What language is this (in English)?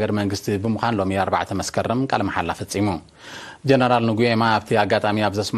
Tigrinya